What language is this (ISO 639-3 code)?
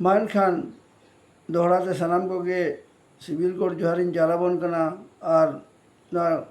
sat